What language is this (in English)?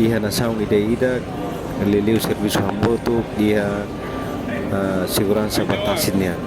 Tetum